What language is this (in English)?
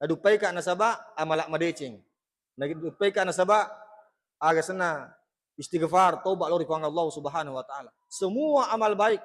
Buginese